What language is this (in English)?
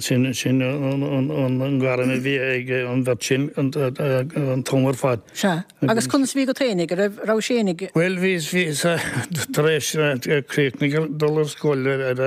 Irish